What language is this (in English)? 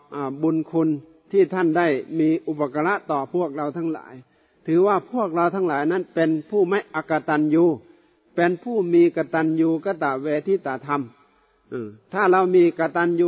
Thai